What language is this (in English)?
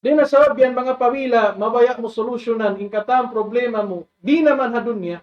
Tausug